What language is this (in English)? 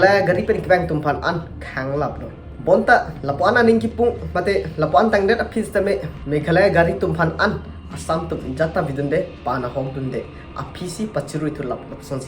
Karbi